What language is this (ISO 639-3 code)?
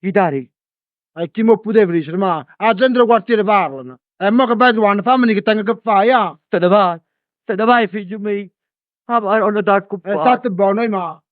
nap